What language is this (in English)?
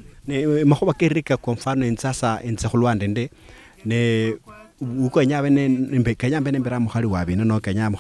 Luyia